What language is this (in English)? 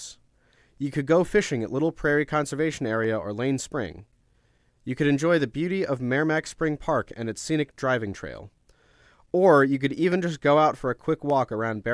English